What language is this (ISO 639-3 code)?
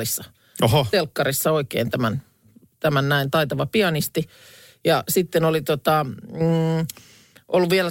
fin